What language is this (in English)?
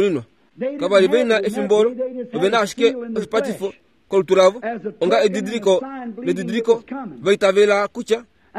Kuanyama